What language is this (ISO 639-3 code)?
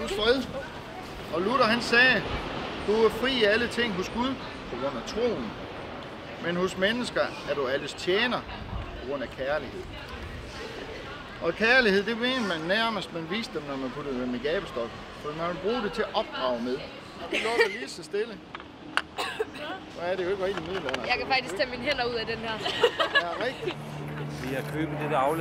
dan